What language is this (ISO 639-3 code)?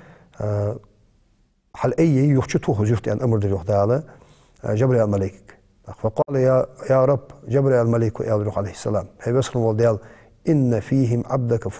inh